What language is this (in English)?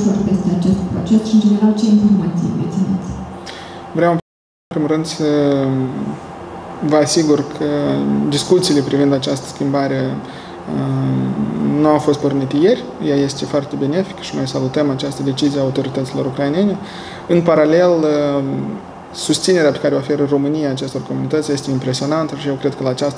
Romanian